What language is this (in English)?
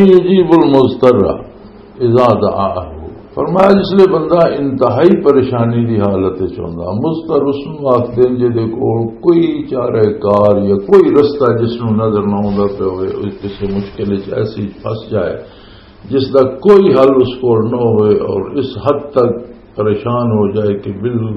Western Panjabi